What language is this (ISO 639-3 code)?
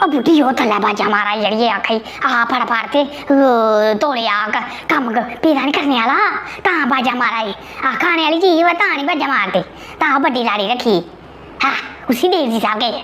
doi